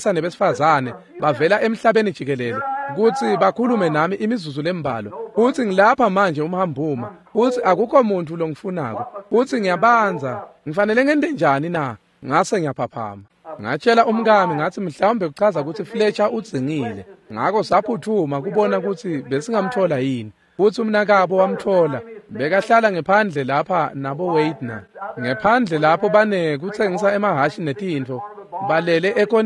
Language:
Swati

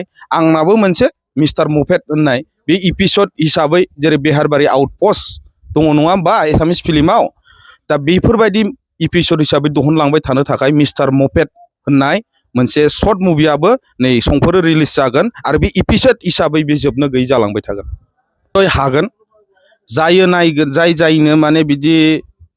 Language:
Bodo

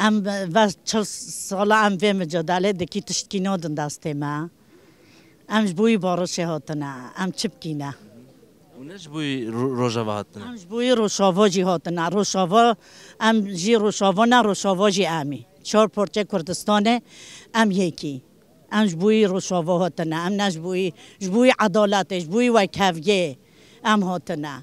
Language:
Kurdish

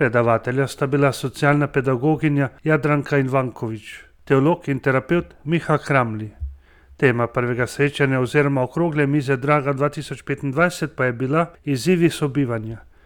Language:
Slovenian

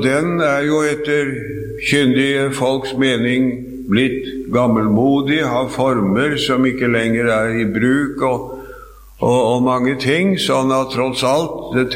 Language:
Norwegian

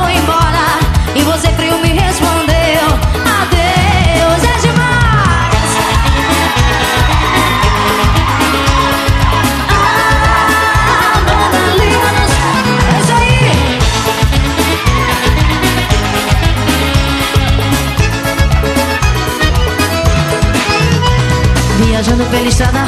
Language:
Portuguese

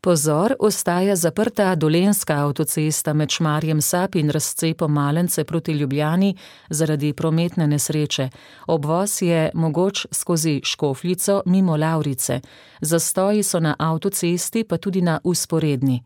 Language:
Slovenian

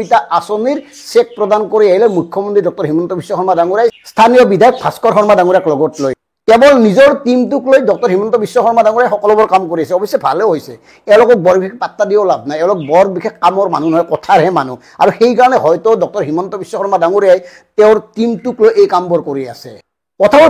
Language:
Assamese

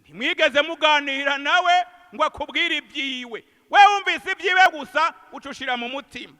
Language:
Rundi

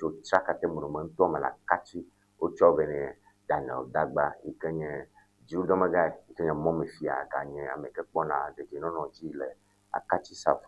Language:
Ewe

